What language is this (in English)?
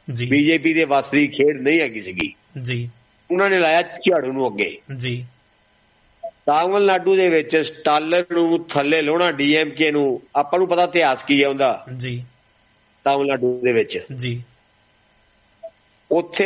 Punjabi